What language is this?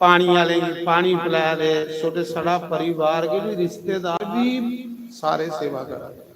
Dogri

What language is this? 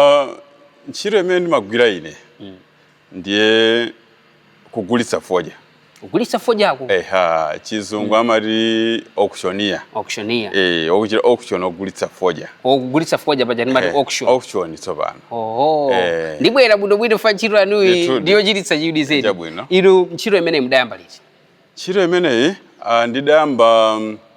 Nyanja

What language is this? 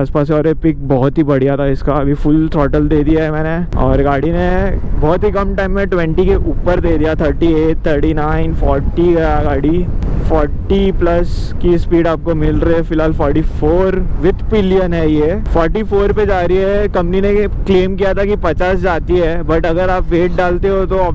Hindi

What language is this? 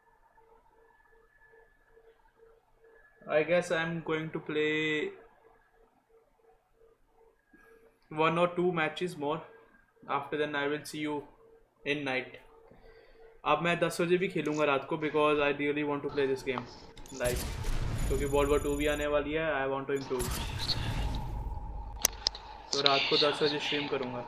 Hindi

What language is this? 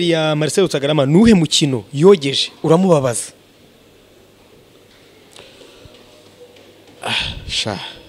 Kinyarwanda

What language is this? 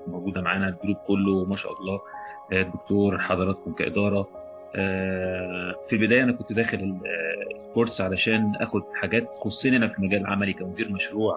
Egyptian Arabic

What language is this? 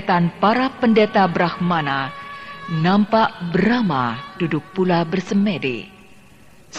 Indonesian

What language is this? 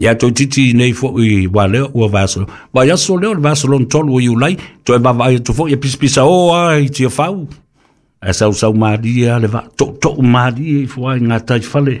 Samoan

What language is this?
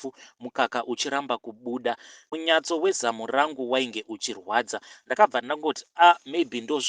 Shona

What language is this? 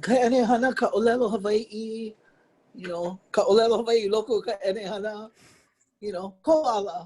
Hawaiian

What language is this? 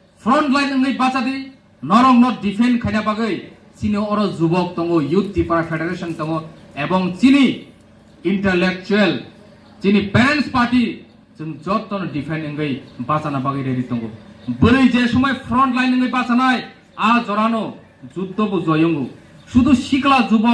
Kok Borok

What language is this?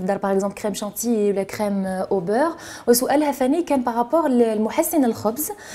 Algerian Arabic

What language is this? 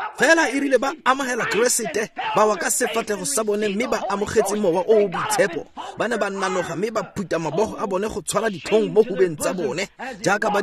Tswana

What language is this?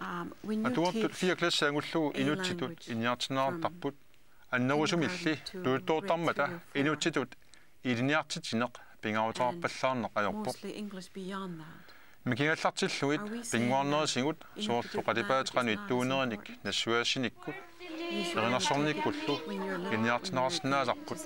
Kalaallisut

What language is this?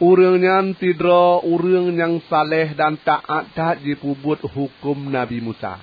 Achinese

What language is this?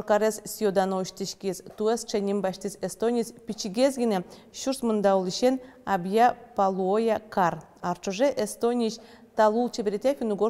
Udmurt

